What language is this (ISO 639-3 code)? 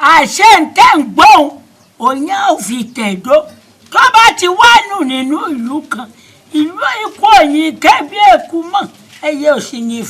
yor